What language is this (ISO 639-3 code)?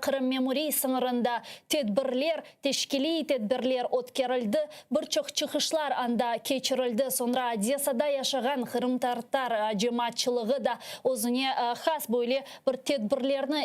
crh